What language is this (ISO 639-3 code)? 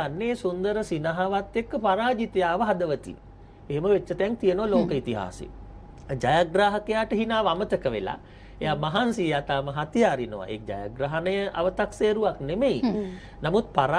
sin